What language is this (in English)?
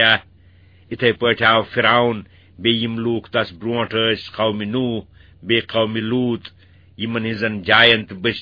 Kashmiri